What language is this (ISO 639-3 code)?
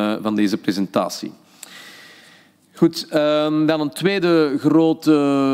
nld